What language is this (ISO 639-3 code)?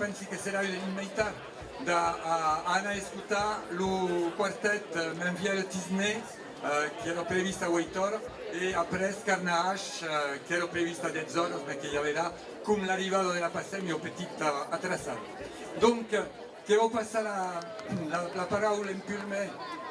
oci